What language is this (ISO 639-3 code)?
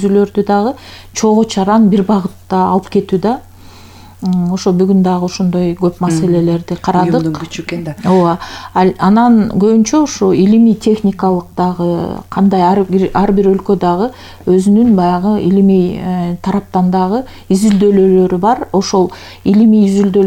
kir